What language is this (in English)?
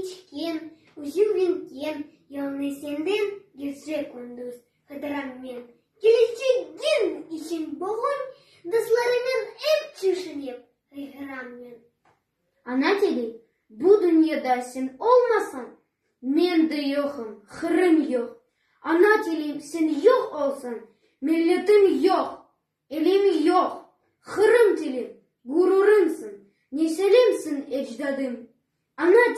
Crimean Tatar